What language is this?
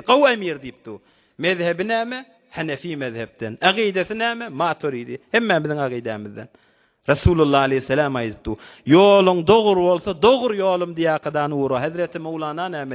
Turkmen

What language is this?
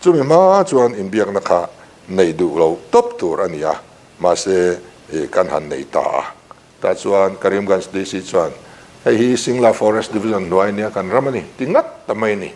Mizo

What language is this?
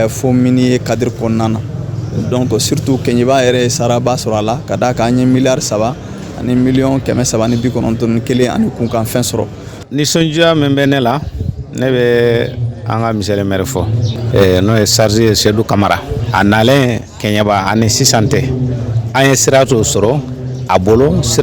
Bambara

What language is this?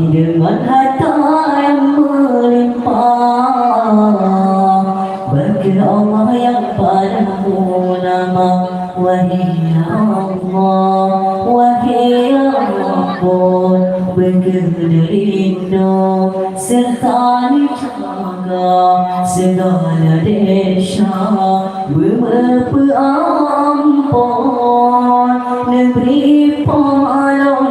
Achinese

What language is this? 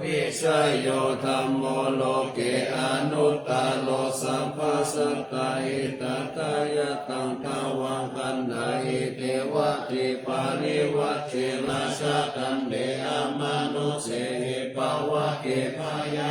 Pali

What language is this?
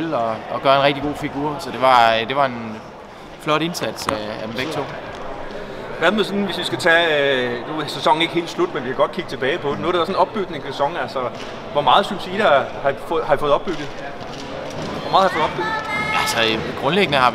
Danish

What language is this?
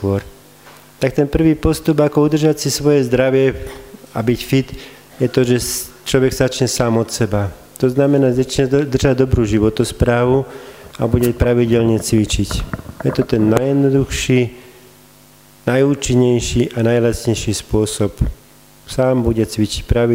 Slovak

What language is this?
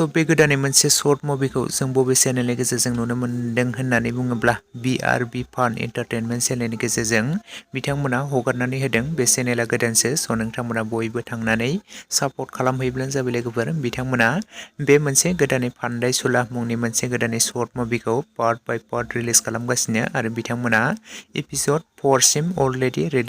Bodo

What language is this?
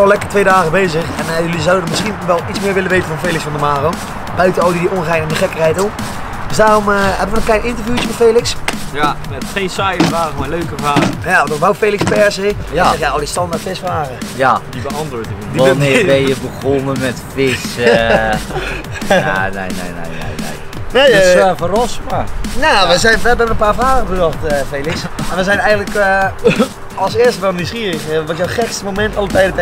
Dutch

